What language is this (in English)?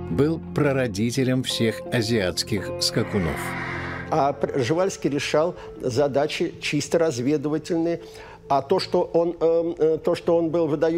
Russian